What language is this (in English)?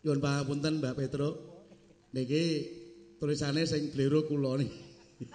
Javanese